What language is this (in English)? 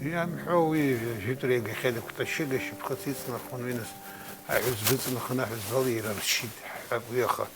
Abkhazian